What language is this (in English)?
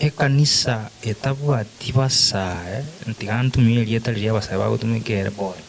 Gusii